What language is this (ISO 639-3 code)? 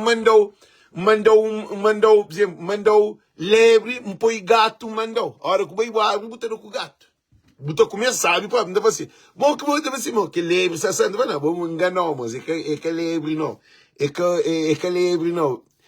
kea